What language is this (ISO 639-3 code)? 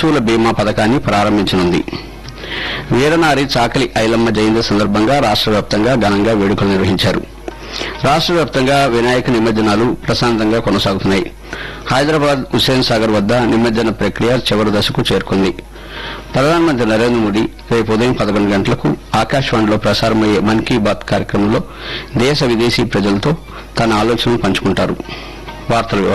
tel